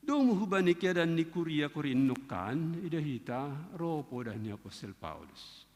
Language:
Batak Simalungun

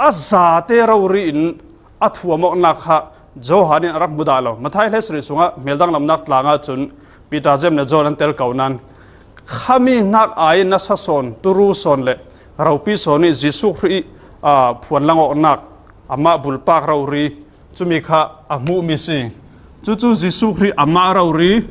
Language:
Falam Chin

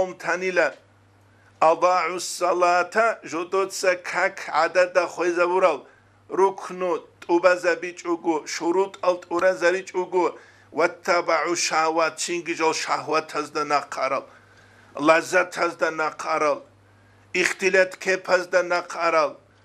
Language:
Avaric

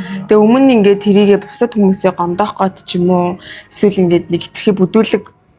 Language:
Mongolian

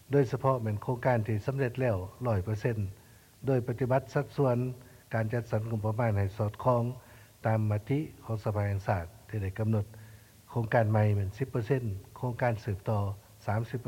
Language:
Lao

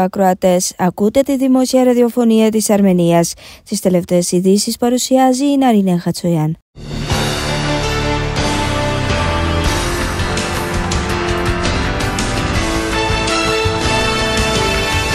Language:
Greek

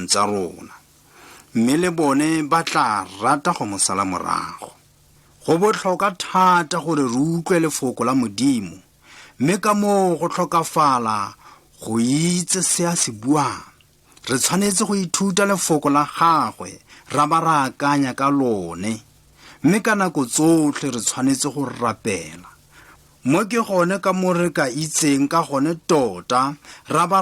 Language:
Tswana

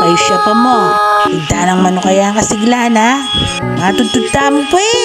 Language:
Pampanga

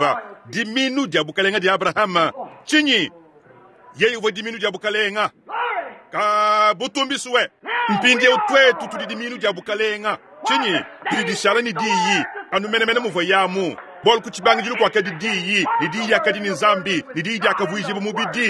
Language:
Luba-Lulua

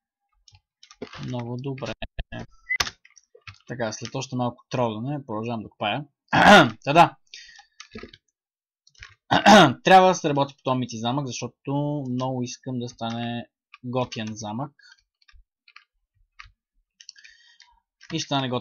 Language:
Bulgarian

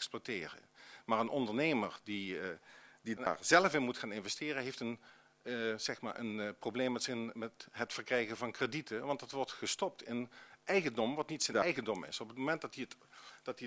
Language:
Dutch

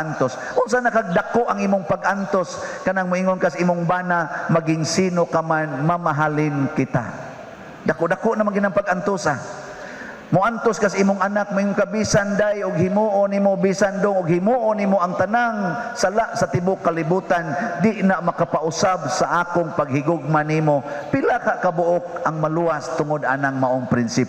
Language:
Cebuano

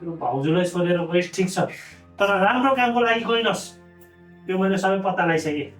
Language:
Nepali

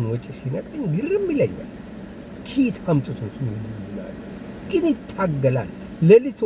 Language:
Amharic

